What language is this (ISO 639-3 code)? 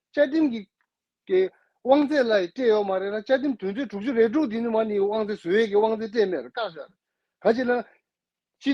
bod